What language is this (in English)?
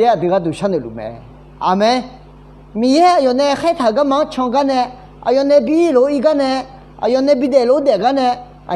Akha